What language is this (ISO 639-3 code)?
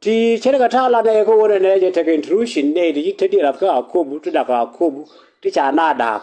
nus